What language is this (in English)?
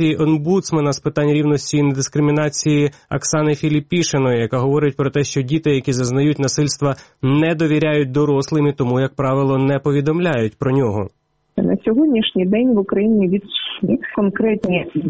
Ukrainian